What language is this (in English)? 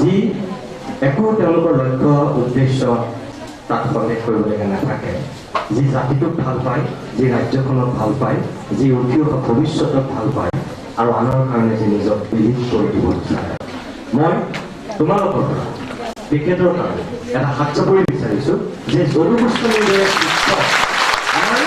Assamese